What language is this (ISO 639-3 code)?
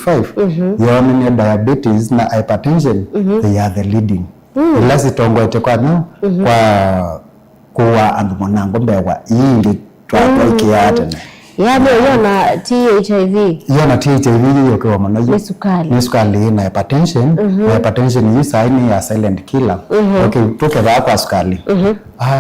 kam